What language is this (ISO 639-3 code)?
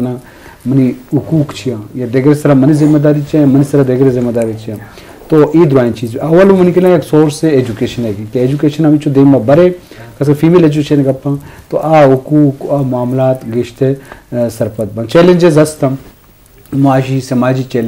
bgp